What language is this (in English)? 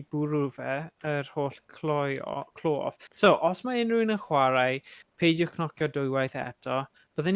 Welsh